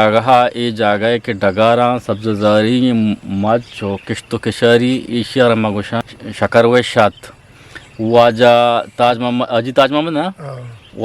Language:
Eastern Balochi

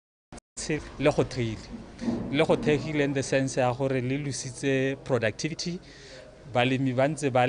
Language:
Tswana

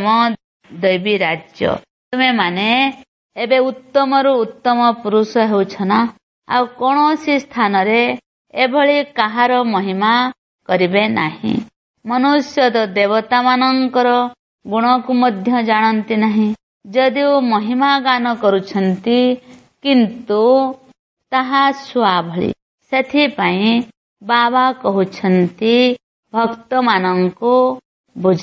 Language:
Odia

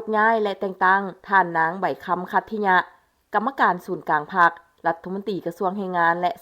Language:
Lao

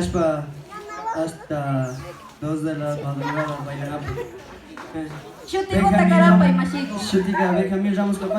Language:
Imbabura Highland Quichua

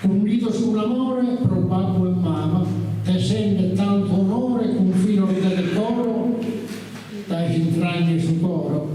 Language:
Sardinian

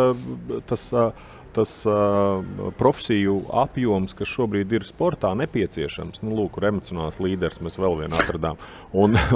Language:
Latvian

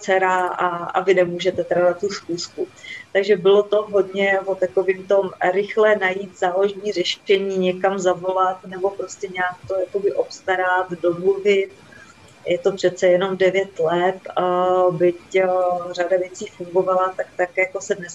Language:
Czech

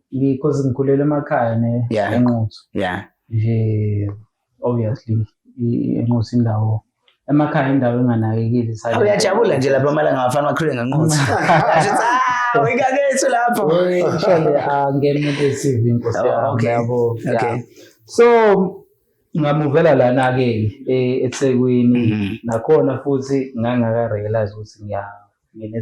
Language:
Zulu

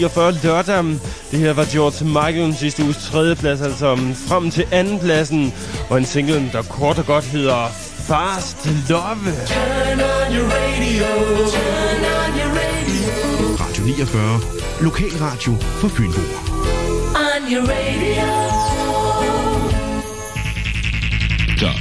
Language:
Danish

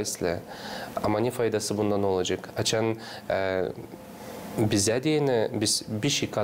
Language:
Gagauz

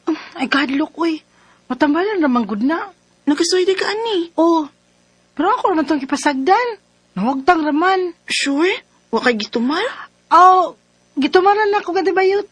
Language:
Cebuano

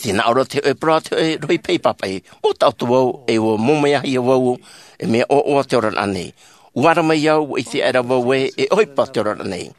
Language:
Tahitian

